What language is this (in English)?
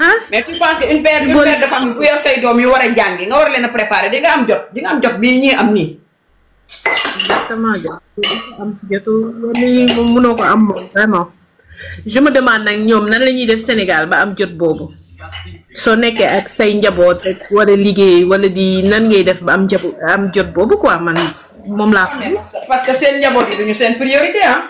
Wolof